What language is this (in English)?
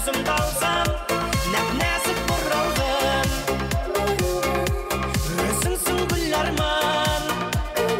Kazakh